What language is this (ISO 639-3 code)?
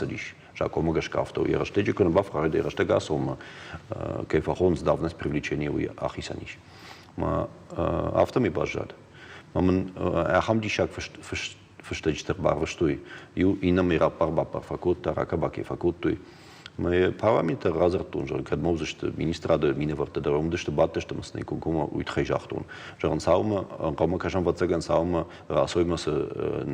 oss